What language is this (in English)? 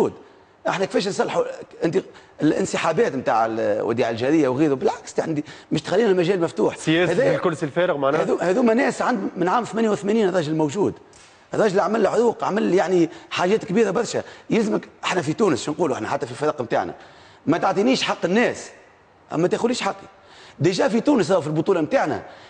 Tunisian Arabic